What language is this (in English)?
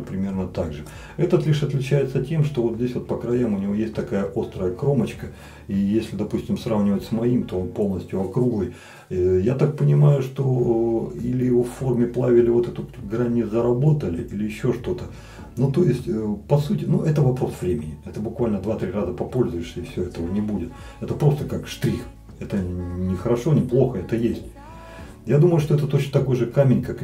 Russian